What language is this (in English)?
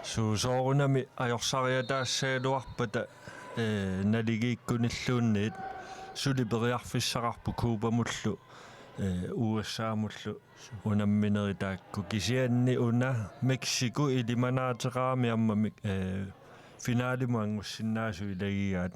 Kalaallisut